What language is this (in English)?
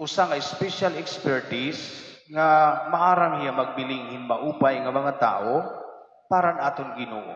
Waray